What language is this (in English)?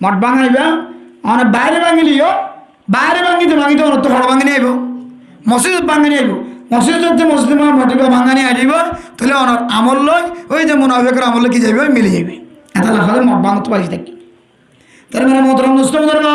Rohingya